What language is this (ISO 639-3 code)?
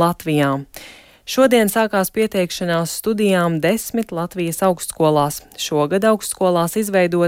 lav